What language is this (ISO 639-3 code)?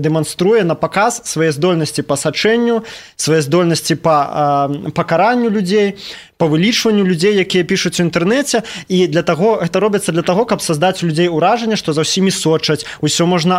bel